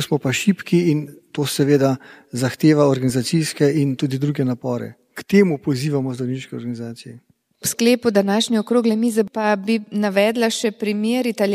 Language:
Slovenian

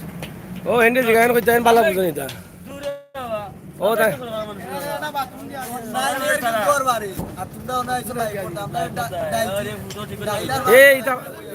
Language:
Sylheti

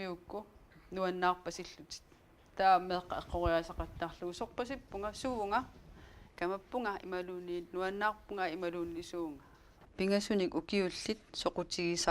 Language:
Kalaallisut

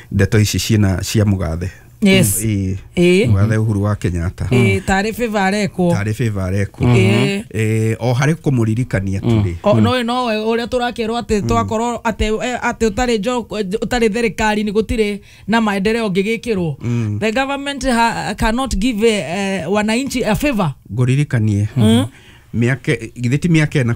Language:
Kikuyu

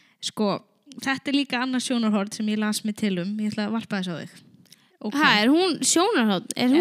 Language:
Icelandic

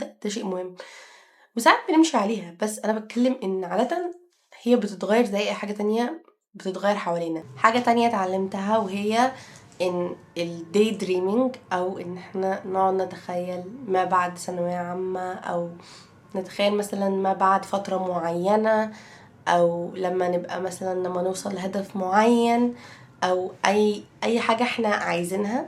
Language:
Egyptian Arabic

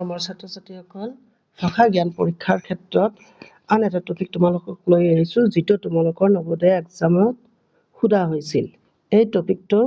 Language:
Assamese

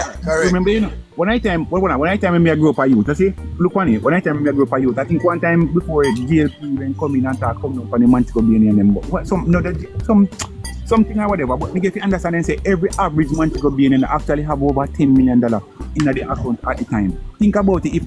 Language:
Jamaican Creole English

